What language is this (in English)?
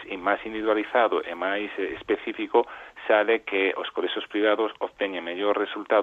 Galician